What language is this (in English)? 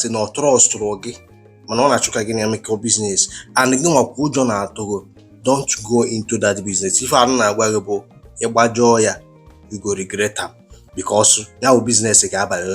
Igbo